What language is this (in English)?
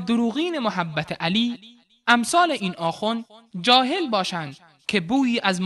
Persian